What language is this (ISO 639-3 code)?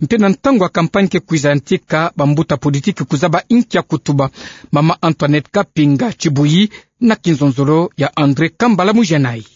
ktu